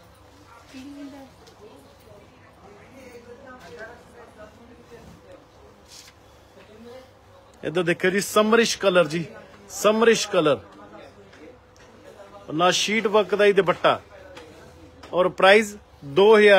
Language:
Punjabi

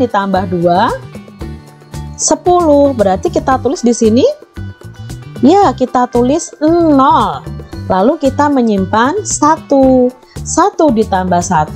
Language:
Indonesian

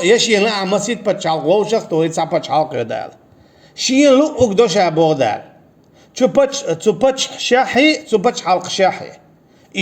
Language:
Chechen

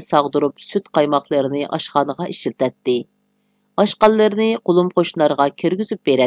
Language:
Uyghur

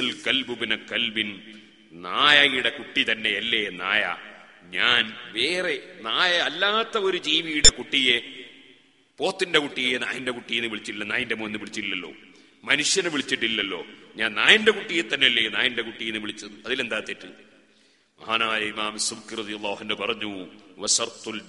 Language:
Malayalam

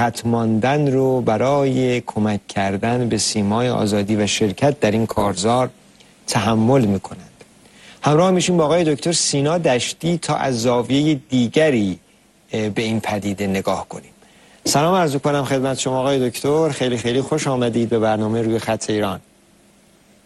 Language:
Persian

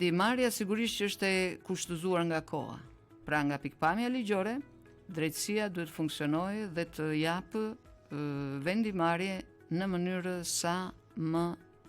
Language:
Albanian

